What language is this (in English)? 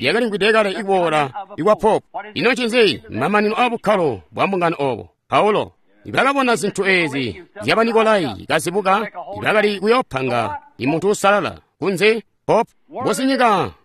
Tonga (Zambia)